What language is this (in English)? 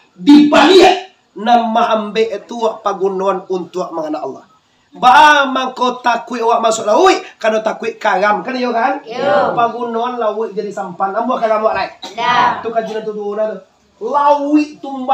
Minangkabau